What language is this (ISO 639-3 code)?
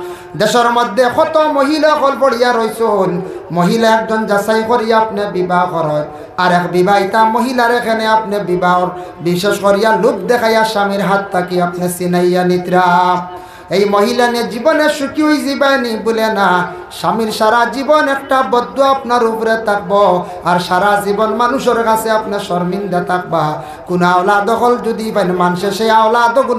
syl